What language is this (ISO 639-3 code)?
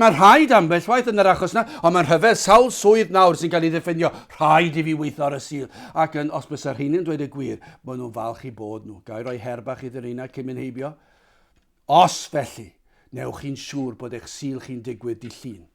cym